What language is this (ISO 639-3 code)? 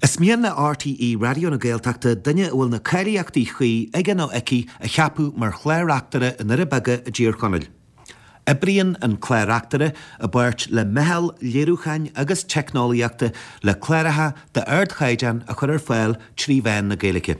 gle